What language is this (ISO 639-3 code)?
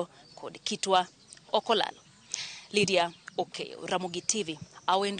luo